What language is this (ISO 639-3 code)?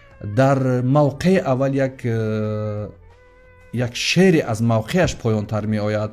tgk